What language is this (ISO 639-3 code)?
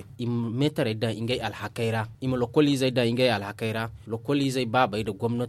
dje